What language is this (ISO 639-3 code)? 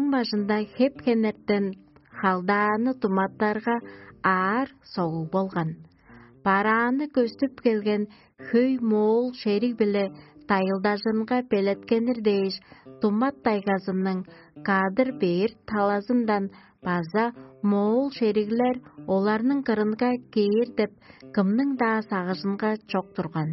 tyv